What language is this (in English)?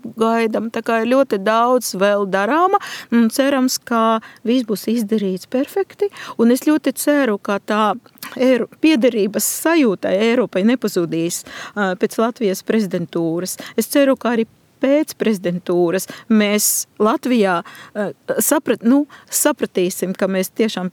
Latvian